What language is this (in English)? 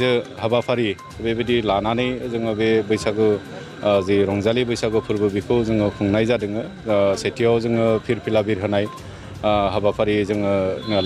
Bodo